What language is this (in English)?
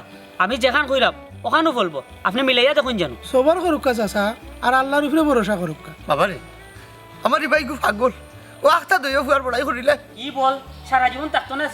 Sylheti